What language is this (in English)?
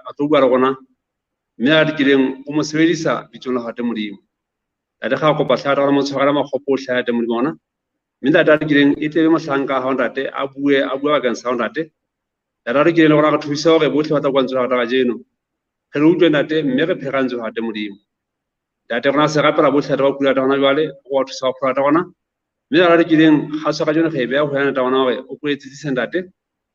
Southern Sotho